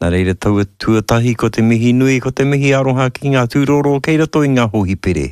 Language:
Māori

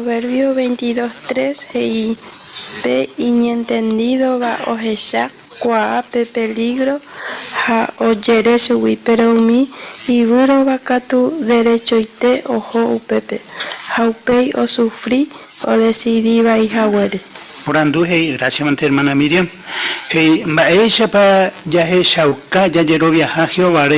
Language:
Guarani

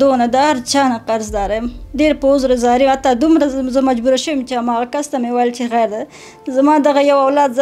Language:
Pashto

